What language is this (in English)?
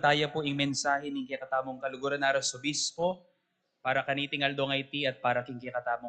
Pampanga